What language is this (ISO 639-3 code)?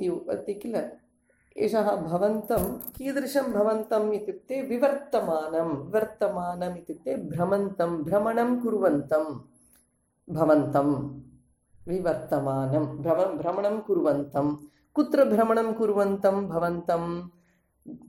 san